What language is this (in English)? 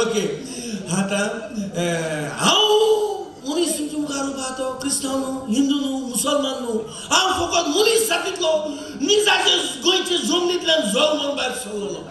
Konkani